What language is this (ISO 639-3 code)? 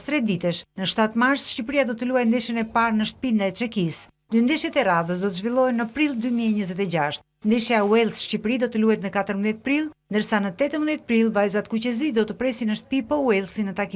sqi